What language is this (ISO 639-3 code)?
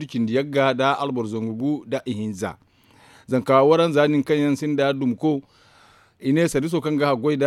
dje